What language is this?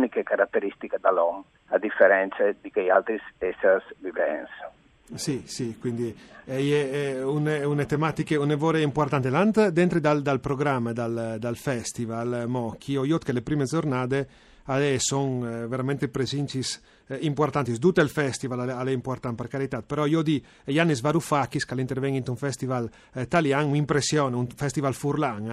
Friulian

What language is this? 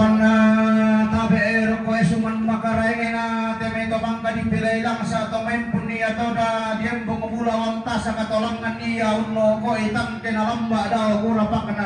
Toraja-Sa'dan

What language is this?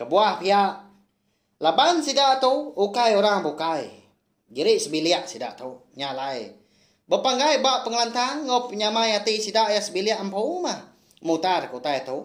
Iban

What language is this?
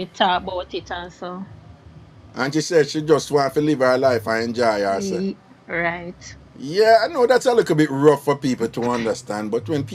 Jamaican Creole English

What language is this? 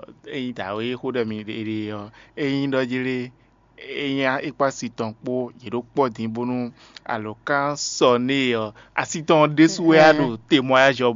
Fon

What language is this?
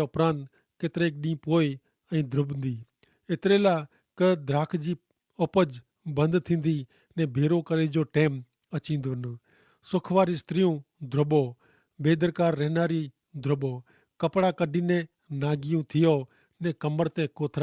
Kachhi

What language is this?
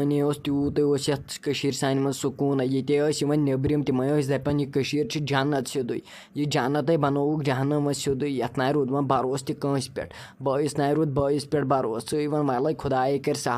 Kashmiri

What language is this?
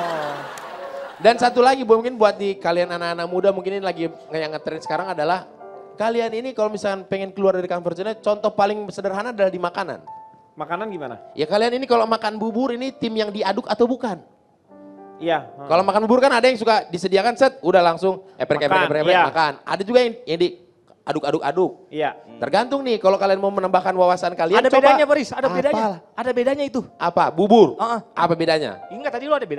Indonesian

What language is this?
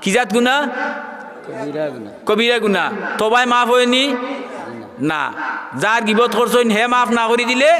Sylheti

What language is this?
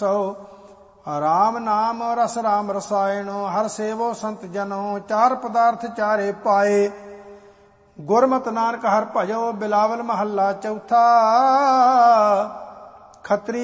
Punjabi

